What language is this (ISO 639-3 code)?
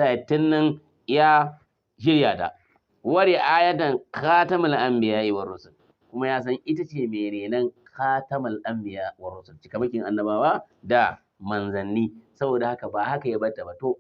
hau